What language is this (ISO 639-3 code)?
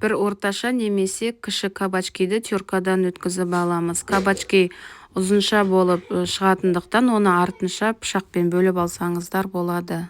kaz